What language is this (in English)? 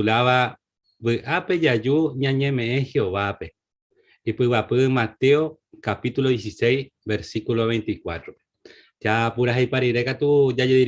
Guarani